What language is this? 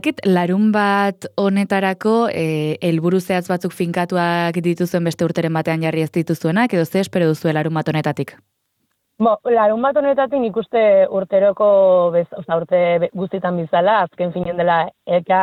Basque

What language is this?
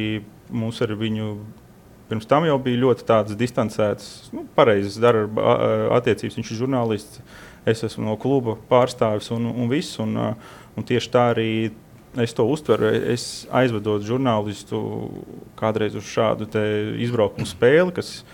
Latvian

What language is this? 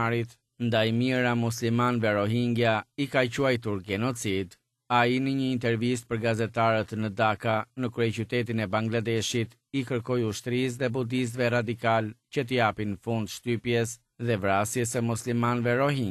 Albanian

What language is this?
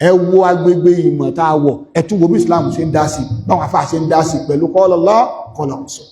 Yoruba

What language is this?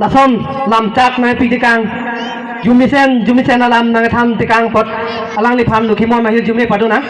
Karbi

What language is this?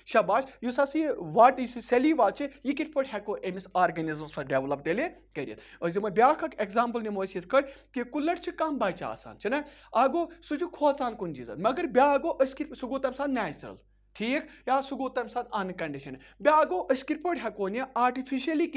Kashmiri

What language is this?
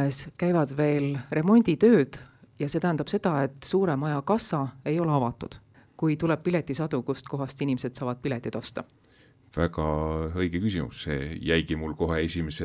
Estonian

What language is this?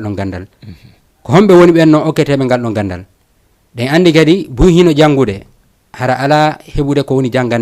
Fula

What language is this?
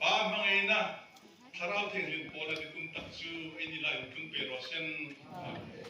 Hmar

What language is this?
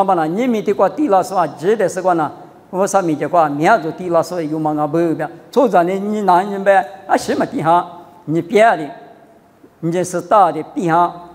Lisu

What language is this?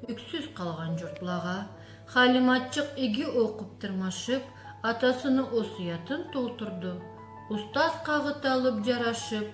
Karachay-Balkar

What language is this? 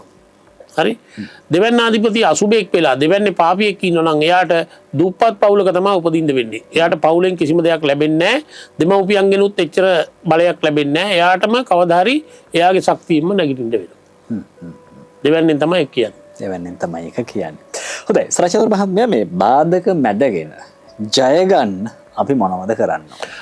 Sinhala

